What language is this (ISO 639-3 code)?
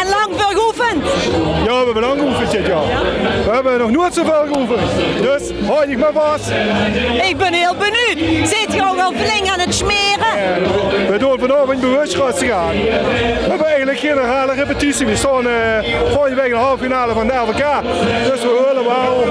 lim